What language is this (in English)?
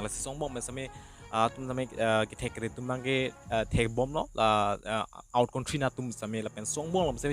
Karbi